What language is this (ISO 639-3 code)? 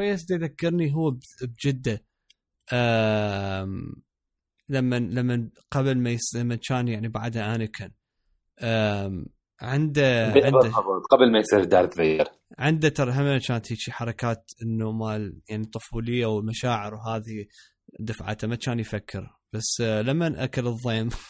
acm